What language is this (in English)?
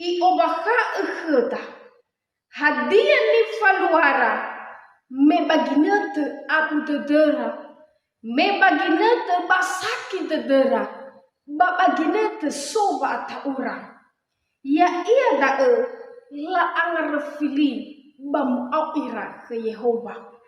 Nias